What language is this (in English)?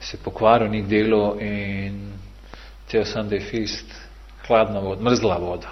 Bosnian